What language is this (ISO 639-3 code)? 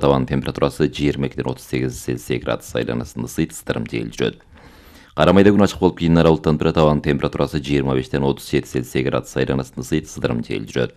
kir